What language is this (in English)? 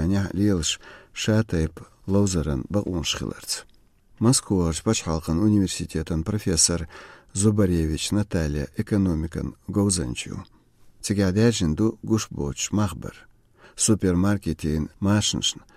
Chechen